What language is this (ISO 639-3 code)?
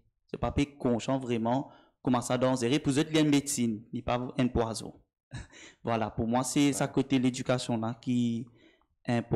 mfe